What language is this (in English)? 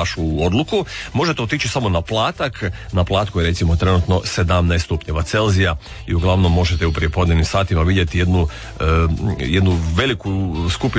Croatian